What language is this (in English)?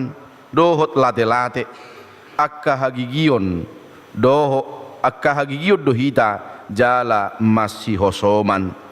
Batak Toba